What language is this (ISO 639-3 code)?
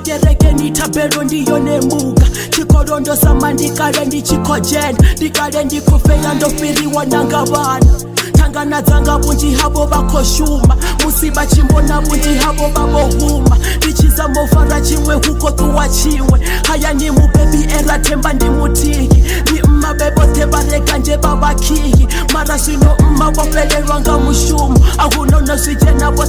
ven